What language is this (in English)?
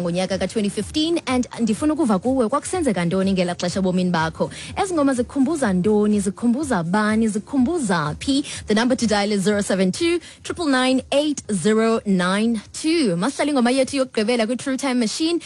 Xhosa